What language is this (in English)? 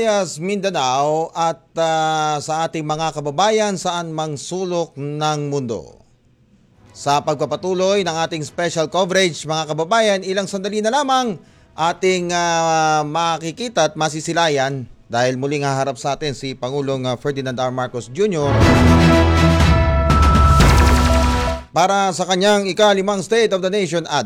Filipino